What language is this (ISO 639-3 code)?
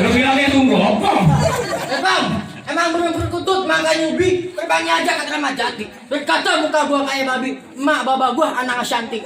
bew